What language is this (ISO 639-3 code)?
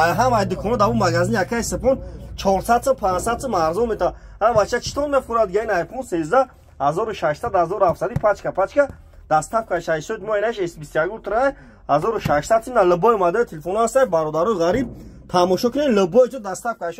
tgk